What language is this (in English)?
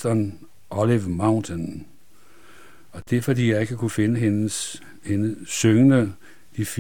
Danish